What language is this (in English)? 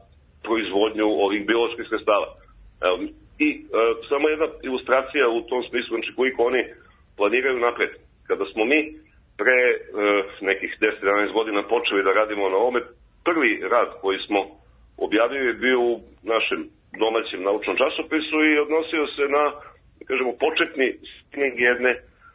Serbian